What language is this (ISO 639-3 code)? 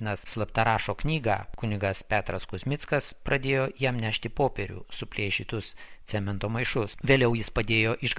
lit